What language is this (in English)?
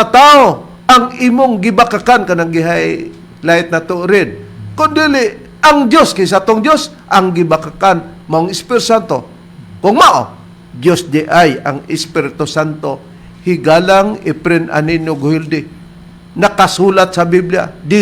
Cebuano